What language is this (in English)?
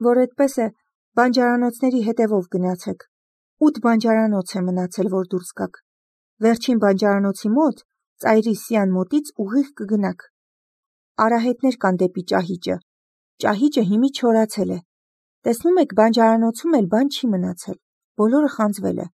Armenian